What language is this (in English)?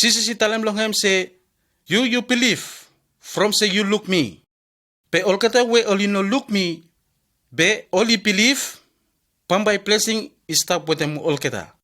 Bislama